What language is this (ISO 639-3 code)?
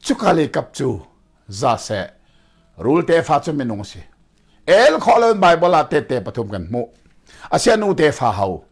cnh